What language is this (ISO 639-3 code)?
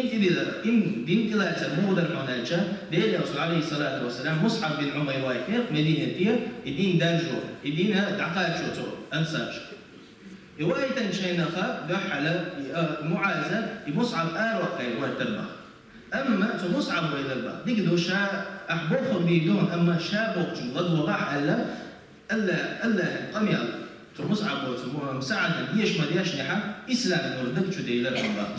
che